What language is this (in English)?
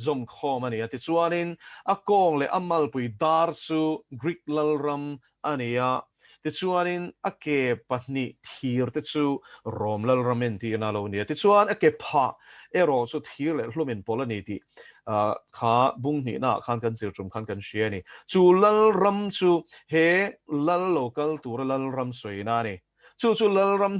Mizo